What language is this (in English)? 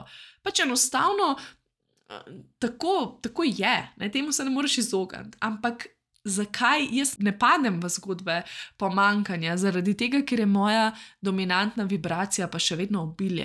Slovenian